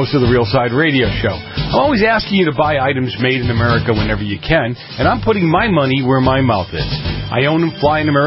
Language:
English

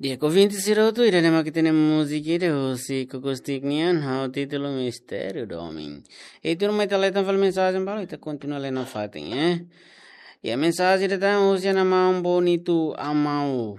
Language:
Tetum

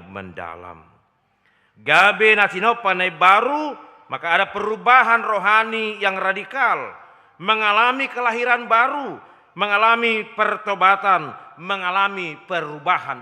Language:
Batak Toba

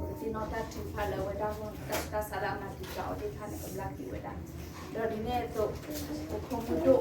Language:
S'gaw Karen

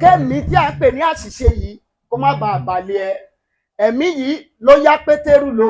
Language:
Yoruba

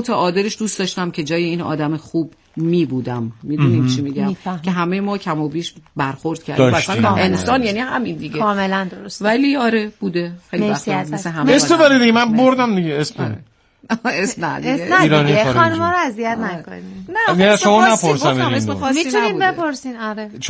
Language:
Persian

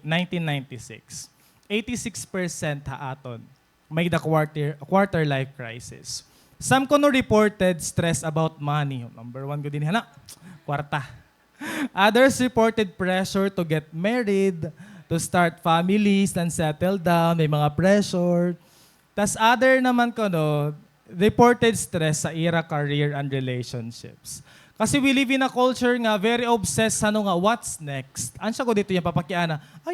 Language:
Waray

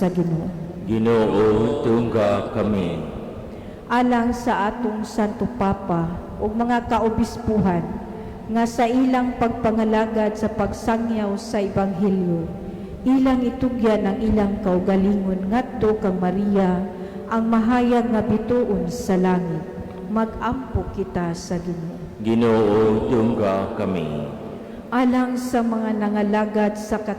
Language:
Cebuano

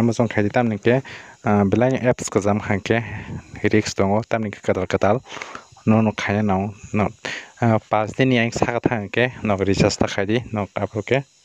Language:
Kok Borok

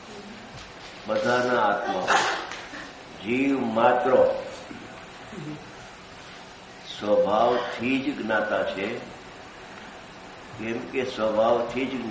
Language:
Gujarati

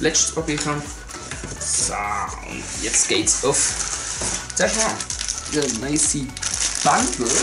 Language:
Swiss German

